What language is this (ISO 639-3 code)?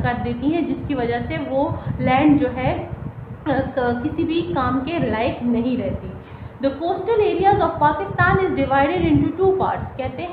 hin